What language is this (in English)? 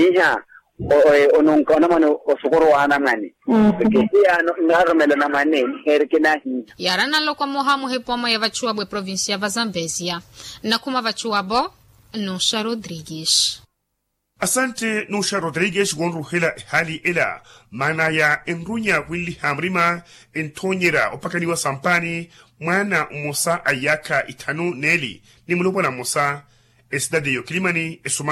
Makhuwa